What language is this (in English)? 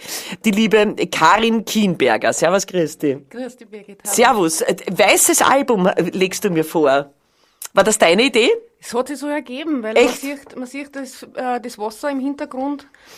Bavarian